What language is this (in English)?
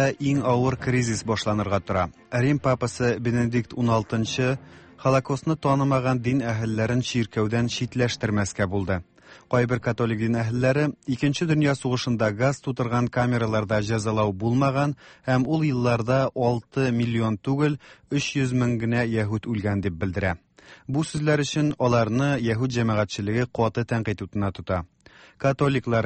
Tatar